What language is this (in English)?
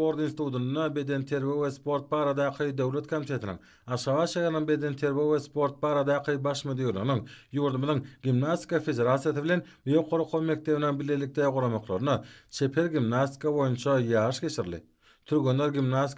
Turkmen